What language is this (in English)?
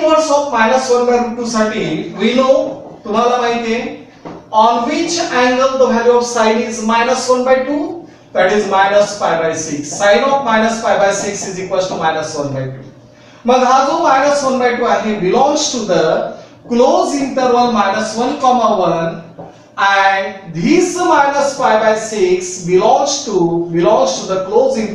Marathi